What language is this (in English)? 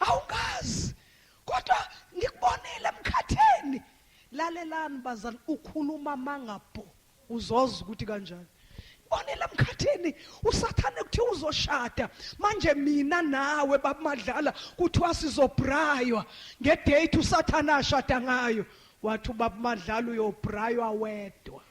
Zulu